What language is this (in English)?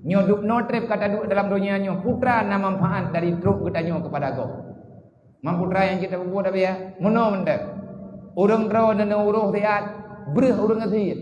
Achinese